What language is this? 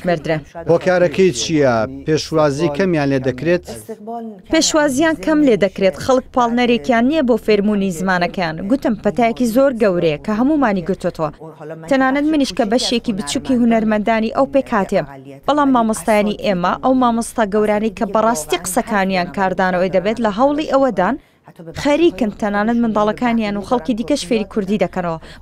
Central Kurdish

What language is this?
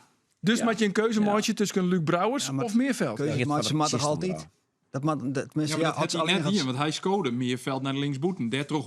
Western Frisian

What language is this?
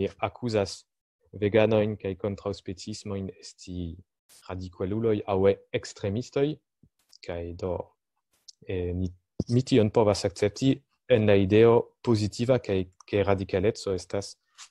Esperanto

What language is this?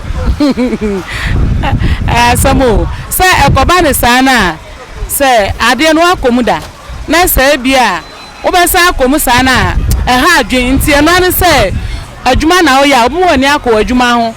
Akan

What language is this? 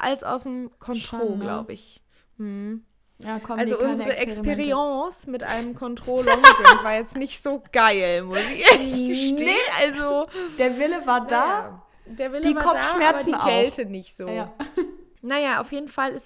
German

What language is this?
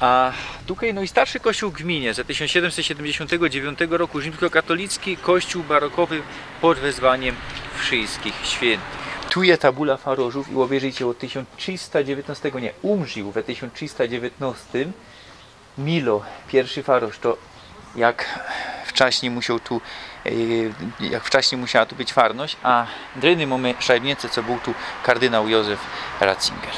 Silesian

